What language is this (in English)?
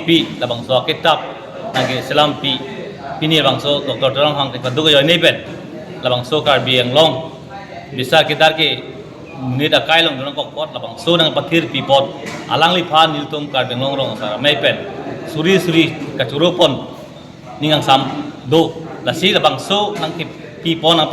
Karbi